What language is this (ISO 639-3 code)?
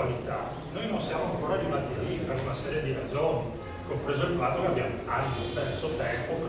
ita